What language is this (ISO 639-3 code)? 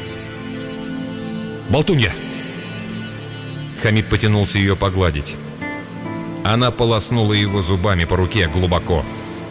rus